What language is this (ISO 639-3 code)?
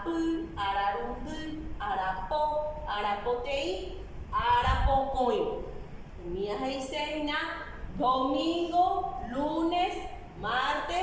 grn